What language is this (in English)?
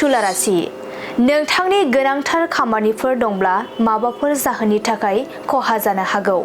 Bodo